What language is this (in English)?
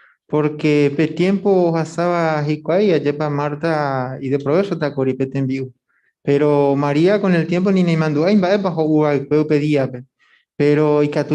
Guarani